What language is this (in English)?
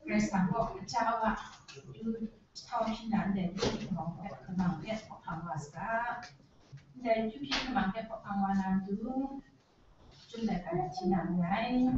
Kachin